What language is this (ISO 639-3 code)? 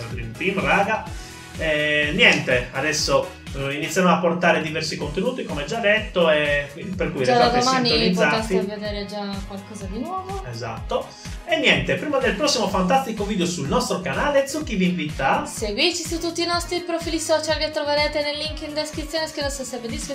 ita